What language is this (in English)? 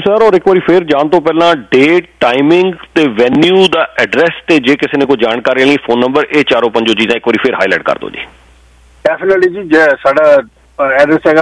Punjabi